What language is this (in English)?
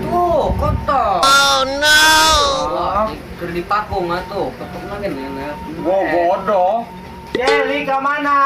Sundanese